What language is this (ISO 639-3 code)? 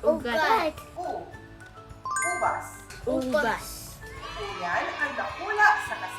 bik